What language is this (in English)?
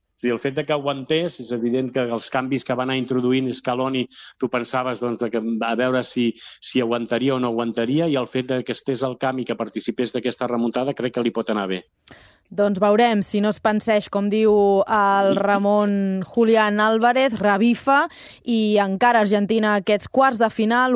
Catalan